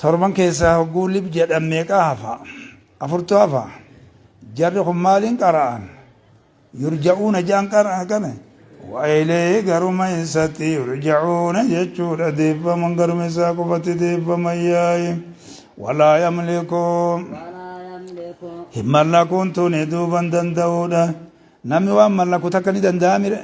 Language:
Oromo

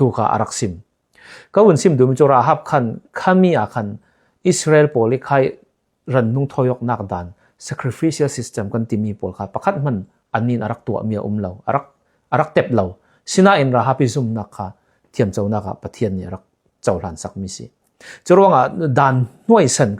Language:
Falam Chin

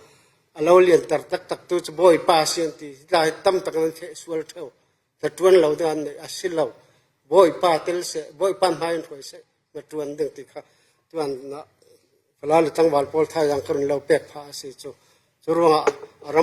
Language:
Falam Chin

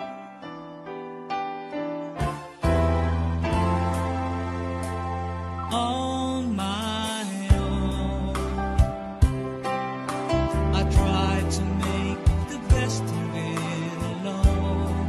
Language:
English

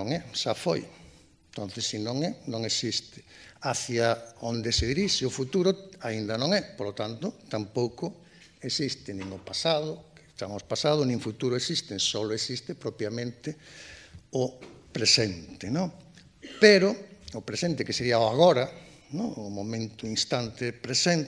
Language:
Galician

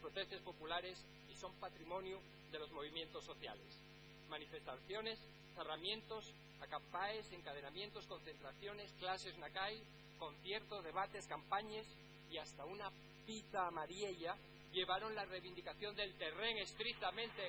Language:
Asturian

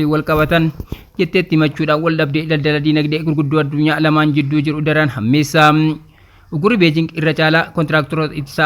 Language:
Oromo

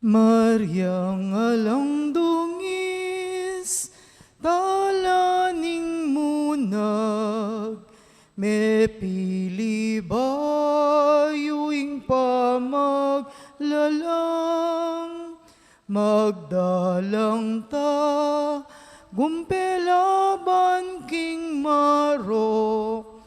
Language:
Pampanga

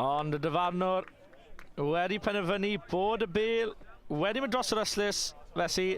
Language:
Welsh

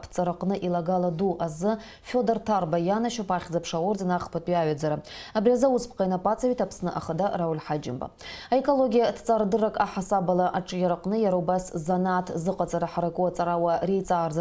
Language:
Abkhazian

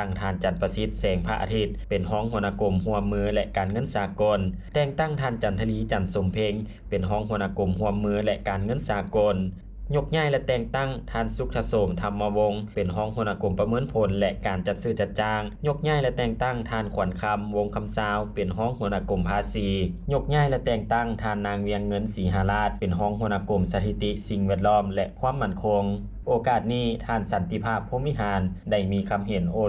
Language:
Lao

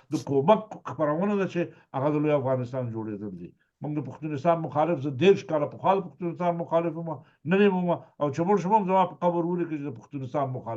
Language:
Pashto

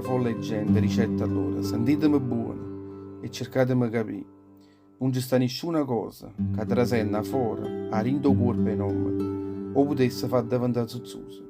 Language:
Neapolitan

